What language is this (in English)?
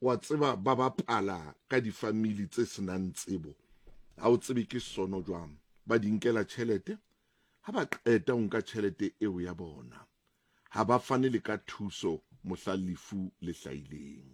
Southern Sotho